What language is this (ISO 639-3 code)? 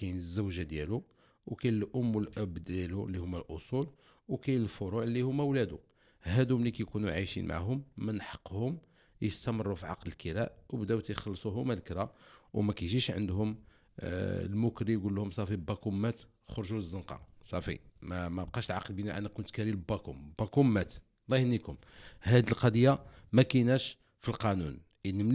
ary